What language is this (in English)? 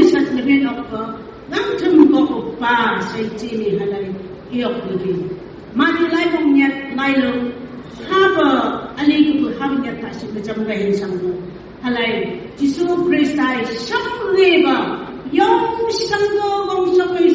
Phom Naga